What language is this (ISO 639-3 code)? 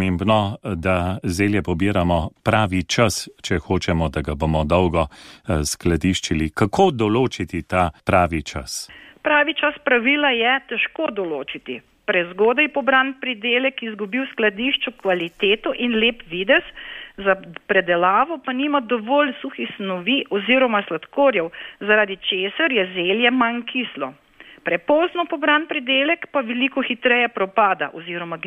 slv